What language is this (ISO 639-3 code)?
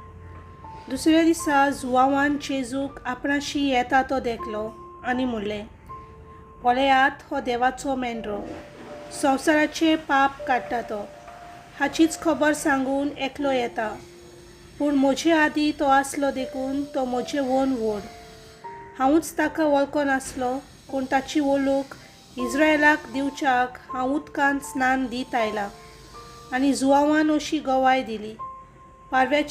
kok